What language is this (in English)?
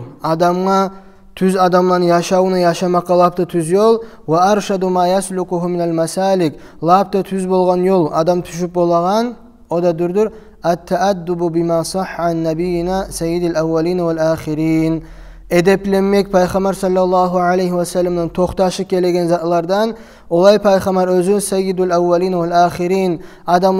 Kumyk